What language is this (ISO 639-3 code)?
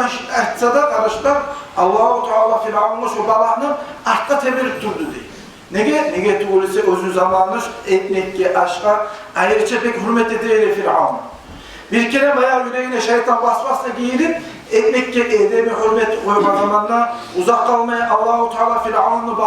kum